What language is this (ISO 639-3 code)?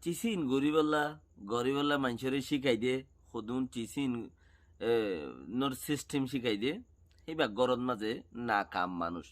rhg